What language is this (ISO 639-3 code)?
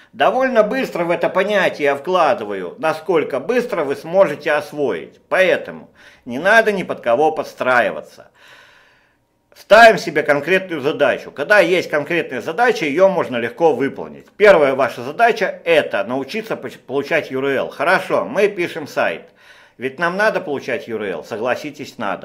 rus